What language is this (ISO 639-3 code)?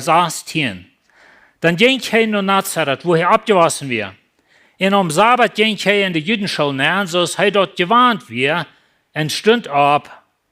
pdt